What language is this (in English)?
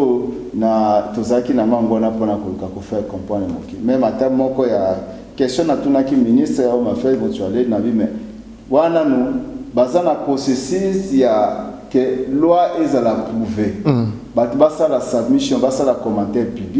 Lingala